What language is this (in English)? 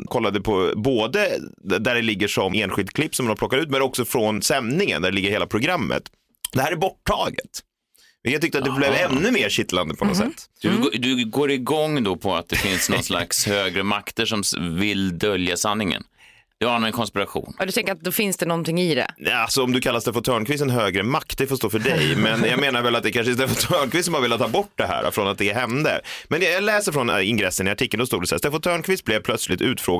Swedish